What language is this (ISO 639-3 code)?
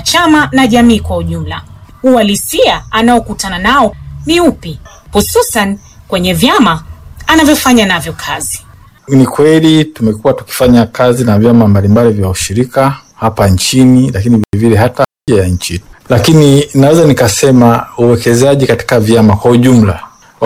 swa